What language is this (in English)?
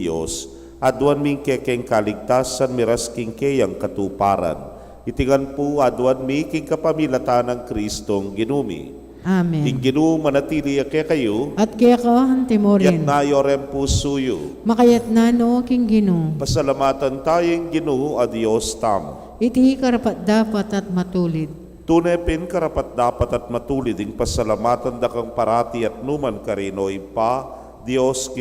Pampanga